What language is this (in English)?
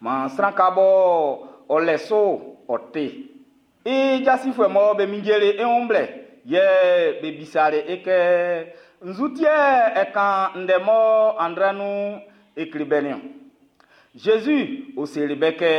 Baoulé